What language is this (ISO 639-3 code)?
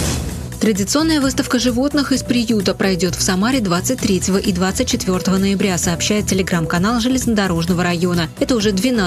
rus